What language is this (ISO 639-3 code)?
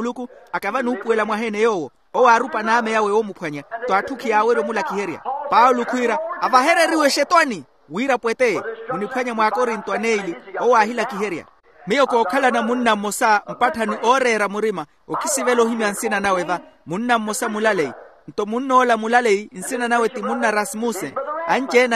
vmw